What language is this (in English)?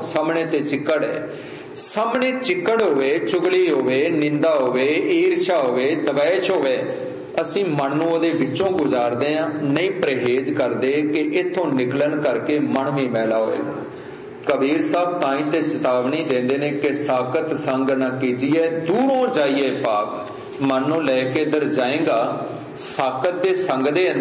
Punjabi